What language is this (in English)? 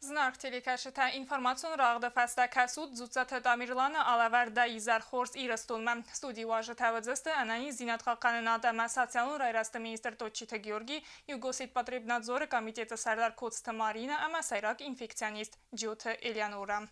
Ossetic